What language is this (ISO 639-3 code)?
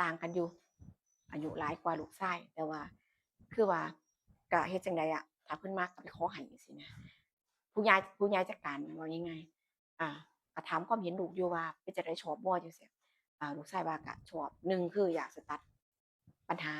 tts